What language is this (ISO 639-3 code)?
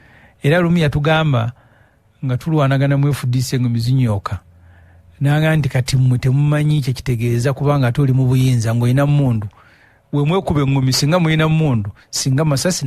lug